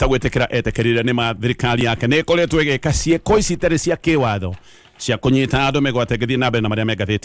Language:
Kikuyu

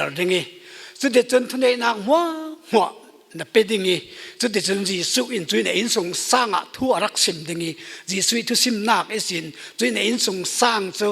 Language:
Falam Chin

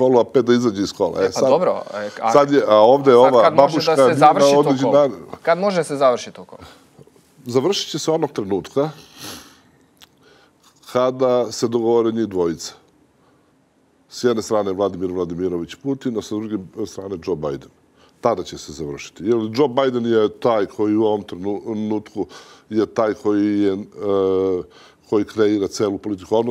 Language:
Serbian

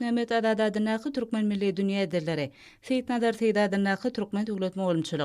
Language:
Turkmen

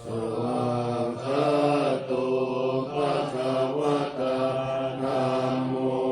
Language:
Pali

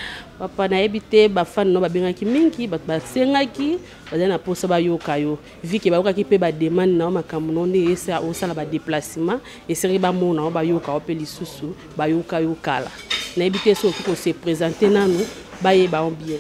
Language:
Lingala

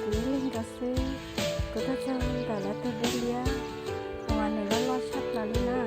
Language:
Hmong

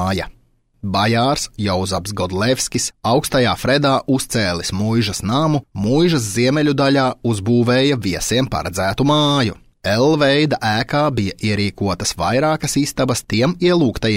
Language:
Latvian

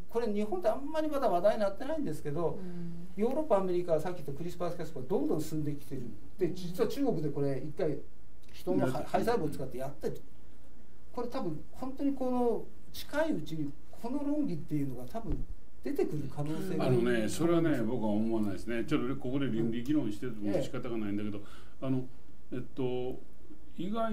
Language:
Japanese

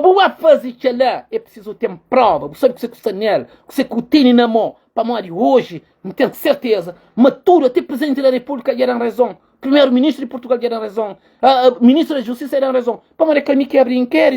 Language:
Kabuverdianu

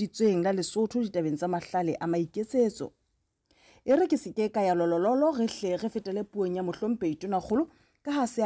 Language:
Southern Sotho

